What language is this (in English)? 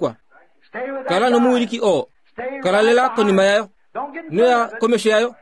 Kuanyama